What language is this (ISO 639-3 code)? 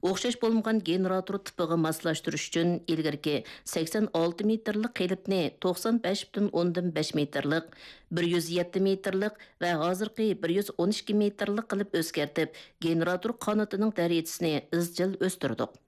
uig